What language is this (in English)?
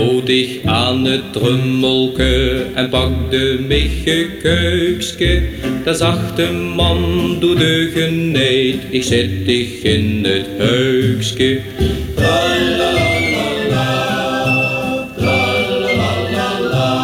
Dutch